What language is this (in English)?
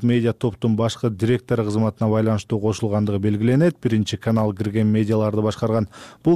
Kyrgyz